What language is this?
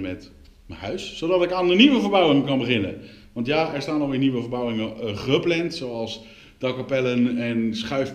Dutch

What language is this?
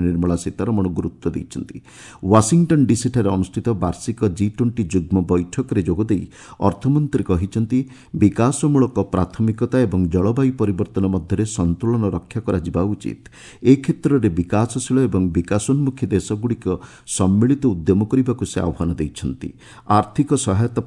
Odia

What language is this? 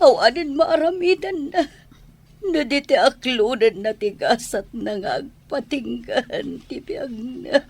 Iloko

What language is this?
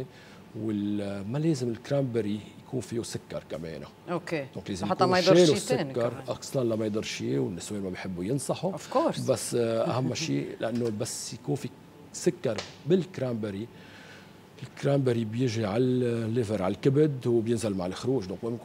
North Levantine Arabic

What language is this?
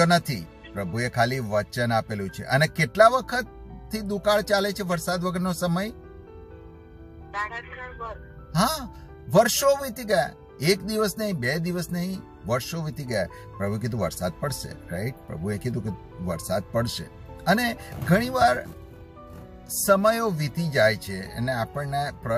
Gujarati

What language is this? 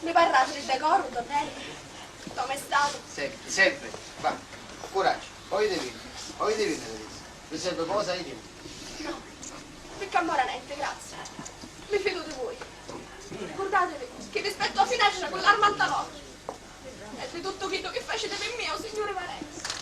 Sicilian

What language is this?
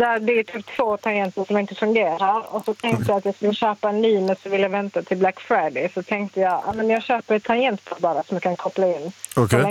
Swedish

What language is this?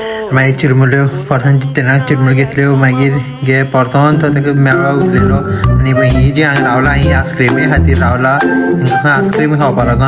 Konkani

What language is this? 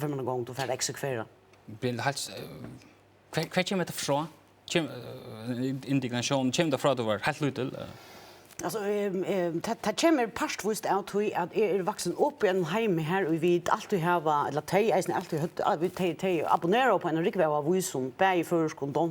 Faroese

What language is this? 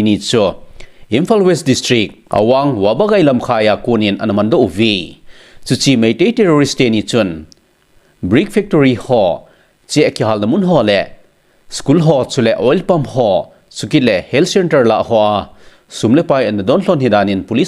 Thado Chin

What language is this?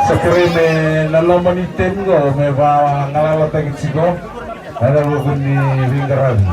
Fijian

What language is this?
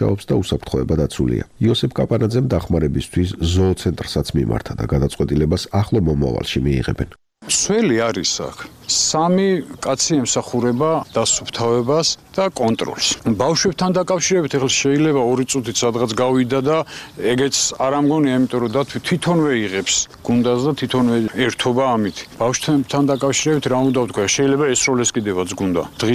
Georgian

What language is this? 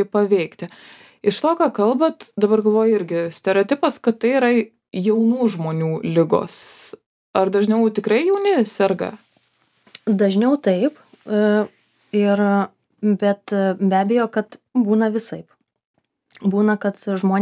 Lithuanian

